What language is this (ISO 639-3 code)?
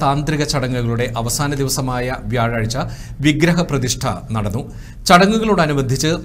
mal